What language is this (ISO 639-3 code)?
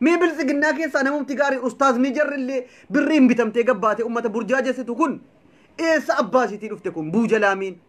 orm